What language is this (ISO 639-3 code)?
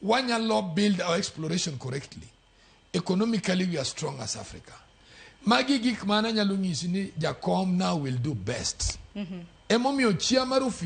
luo